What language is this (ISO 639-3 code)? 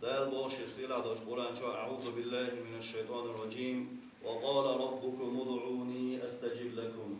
che